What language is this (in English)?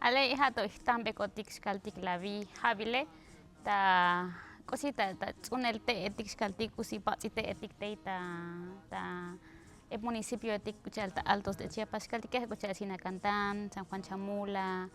Tzotzil